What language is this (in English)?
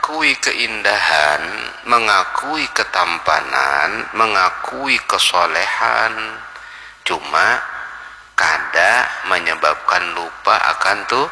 Banjar